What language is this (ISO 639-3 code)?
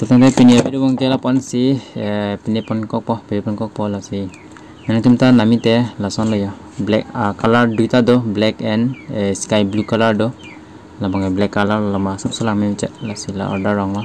mjw